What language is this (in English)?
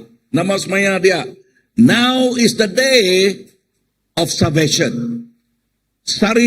Iban